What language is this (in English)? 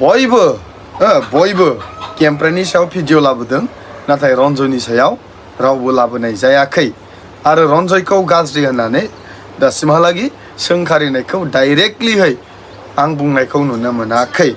Bodo